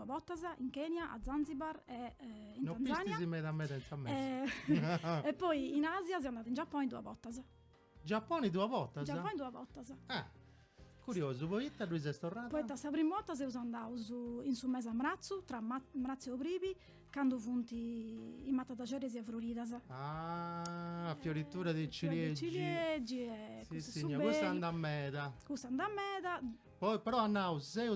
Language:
Sardinian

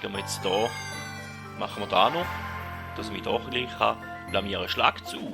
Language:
Swiss German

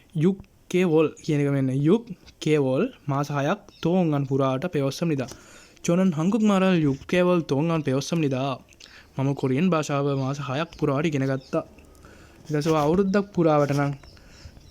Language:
Sinhala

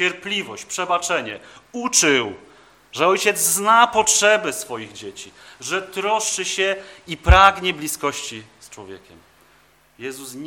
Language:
Polish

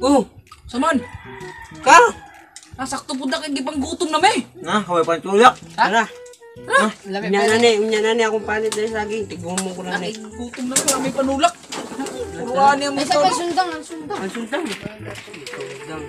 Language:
Cebuano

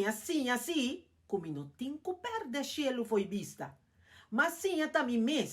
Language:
Papiamento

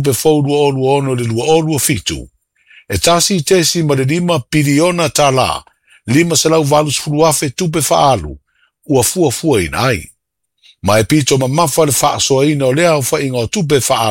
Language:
Samoan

